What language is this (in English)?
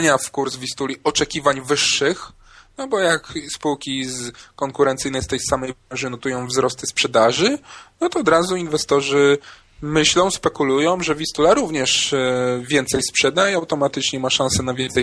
Polish